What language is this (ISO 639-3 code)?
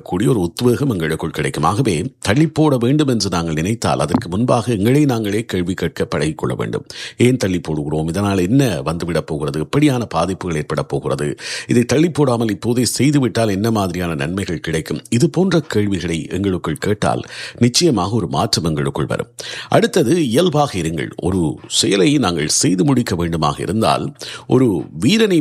tam